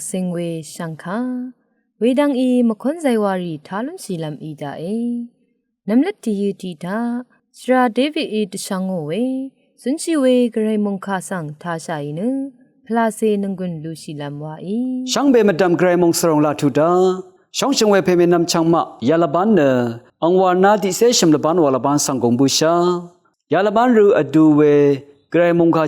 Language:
Rawang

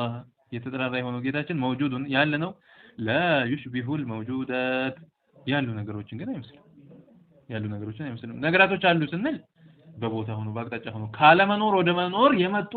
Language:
Amharic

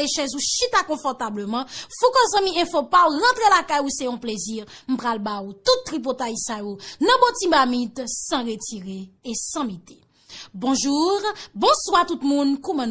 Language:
Haitian Creole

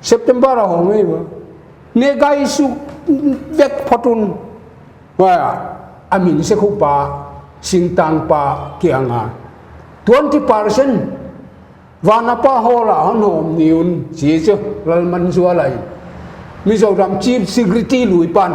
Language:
Paite Chin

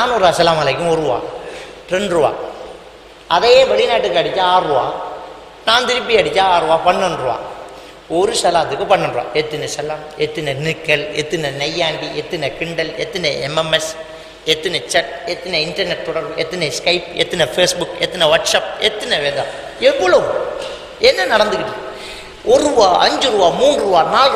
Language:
Tamil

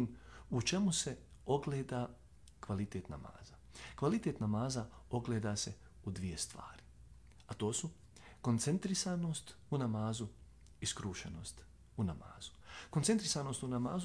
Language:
Bosnian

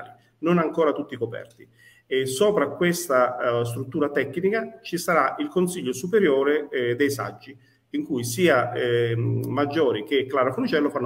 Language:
Italian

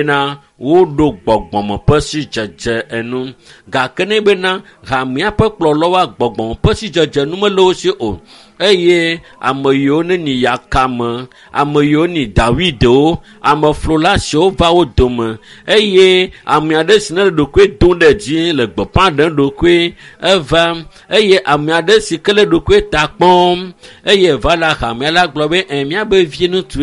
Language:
Ewe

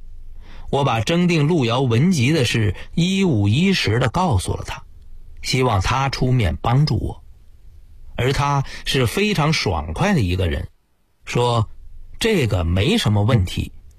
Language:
Chinese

